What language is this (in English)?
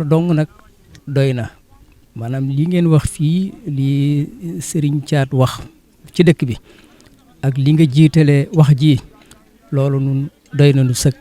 Wolof